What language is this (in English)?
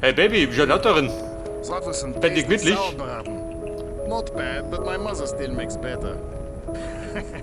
Bavarian